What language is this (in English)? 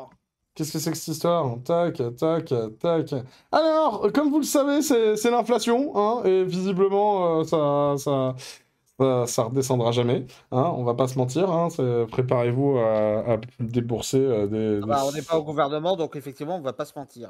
French